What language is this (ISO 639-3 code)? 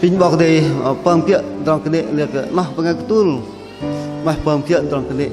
bdq